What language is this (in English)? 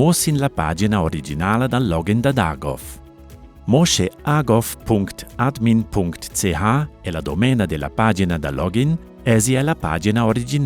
Romansh